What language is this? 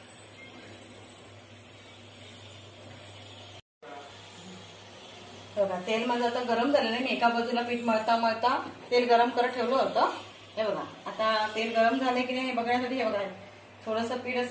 Marathi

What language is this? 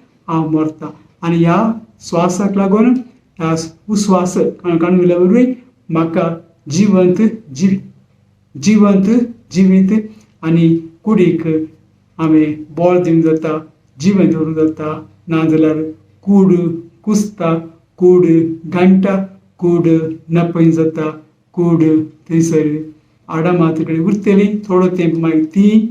Konkani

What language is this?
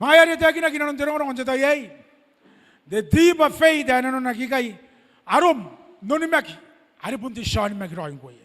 Gilbertese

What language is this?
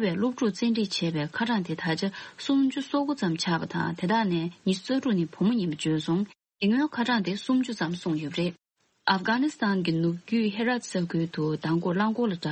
Tibetan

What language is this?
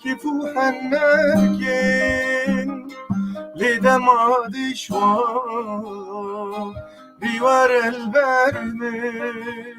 Kurdish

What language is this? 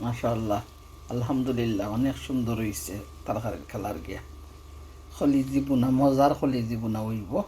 Sylheti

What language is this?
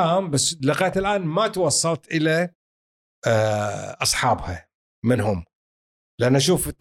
Gulf Arabic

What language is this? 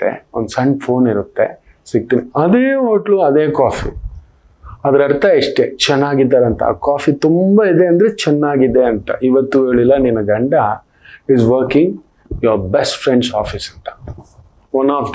Kannada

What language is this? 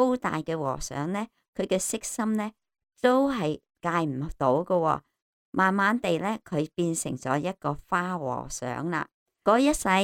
Cantonese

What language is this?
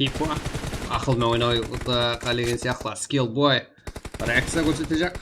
Kara-Kalpak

